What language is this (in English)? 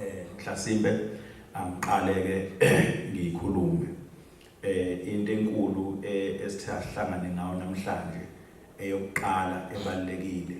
Zulu